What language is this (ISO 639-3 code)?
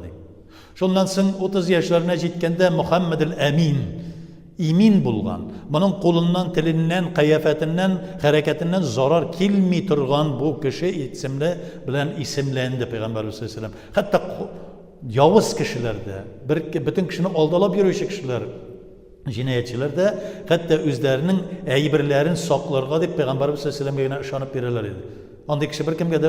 tat